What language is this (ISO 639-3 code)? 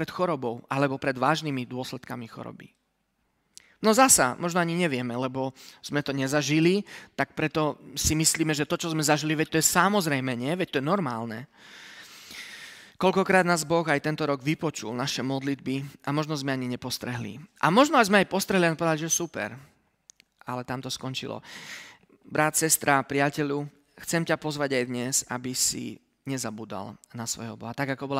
slk